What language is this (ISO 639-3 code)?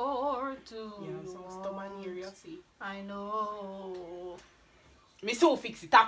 jam